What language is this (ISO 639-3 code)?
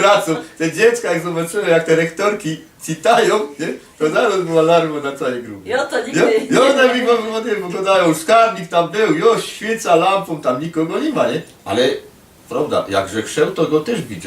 szl